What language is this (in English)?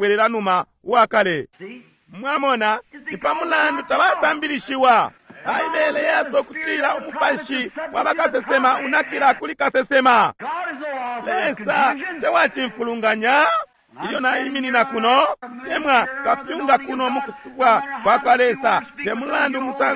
Bemba